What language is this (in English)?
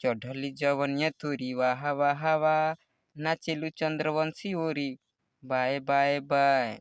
Bhojpuri